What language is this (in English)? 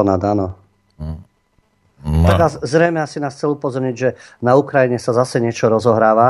Slovak